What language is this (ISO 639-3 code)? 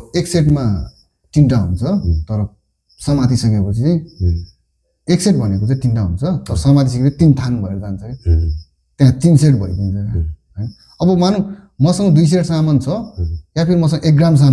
nep